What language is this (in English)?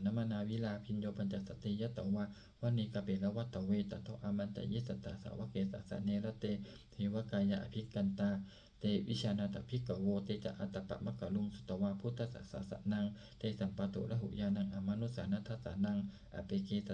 Pali